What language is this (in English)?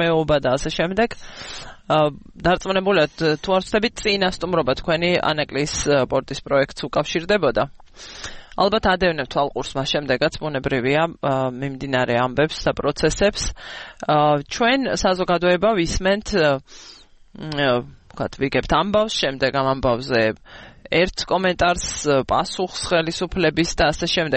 Georgian